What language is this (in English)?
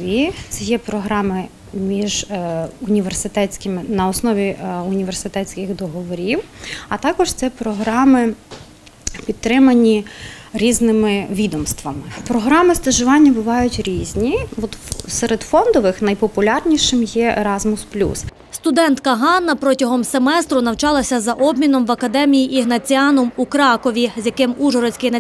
Ukrainian